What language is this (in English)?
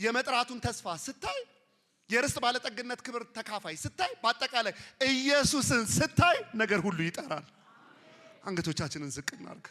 Amharic